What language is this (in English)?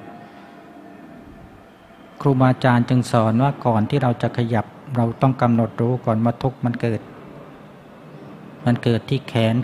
Thai